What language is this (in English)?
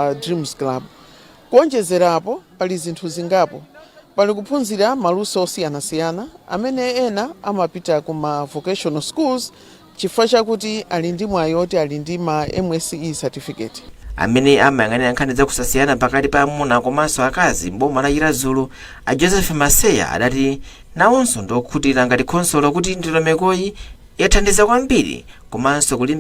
Nyanja